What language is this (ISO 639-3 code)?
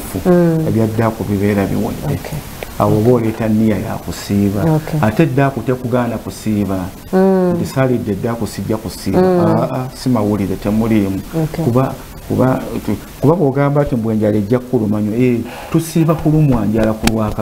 lug